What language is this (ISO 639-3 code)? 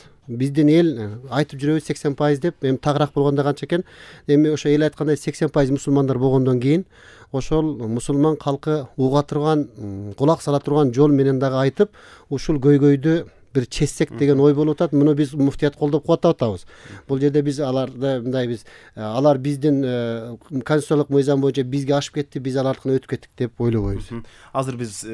kir